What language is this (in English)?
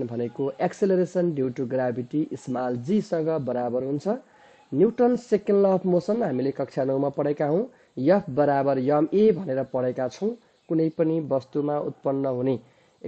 Nepali